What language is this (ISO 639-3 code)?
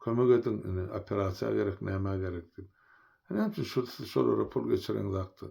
tuk